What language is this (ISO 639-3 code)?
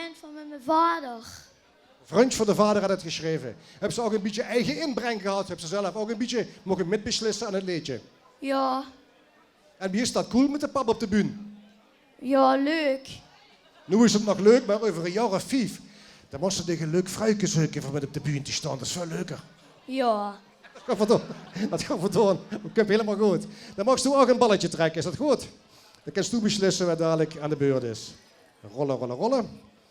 lim